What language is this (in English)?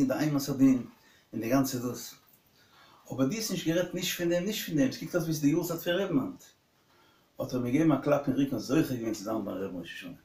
Yiddish